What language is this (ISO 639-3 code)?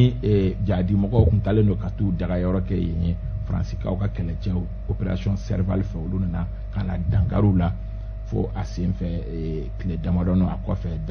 bam